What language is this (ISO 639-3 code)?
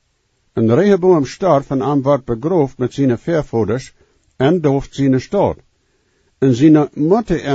pdt